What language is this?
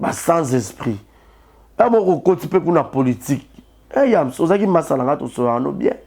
Lingala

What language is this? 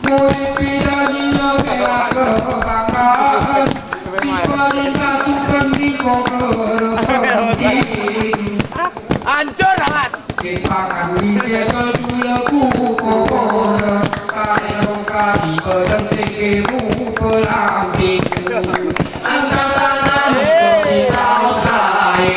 Gayo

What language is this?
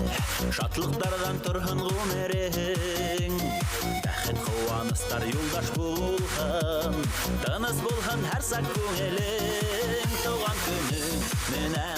Bashkir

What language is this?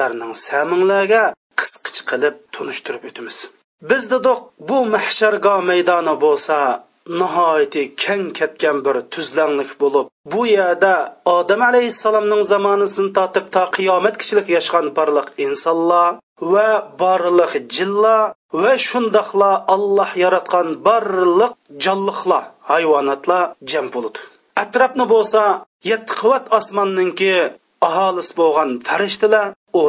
Uyghur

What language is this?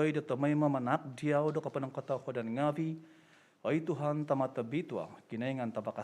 Central Dusun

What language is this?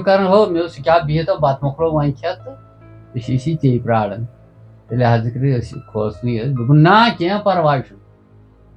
Kashmiri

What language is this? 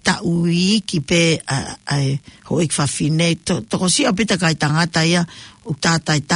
Tongan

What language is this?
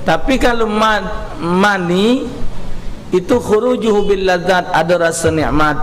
Musi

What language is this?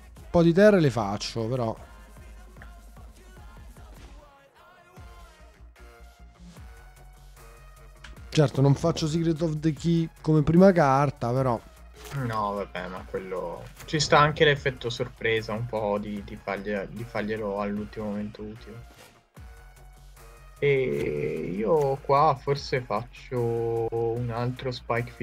Italian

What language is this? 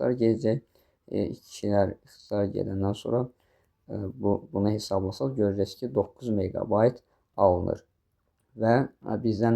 Azerbaijani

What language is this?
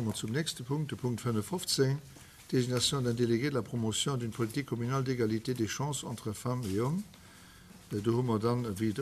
Luxembourgish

